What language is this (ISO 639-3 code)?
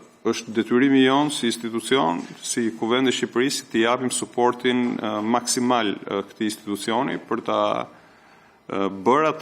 sqi